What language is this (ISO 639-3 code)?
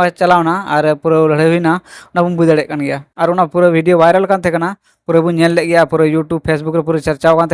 sat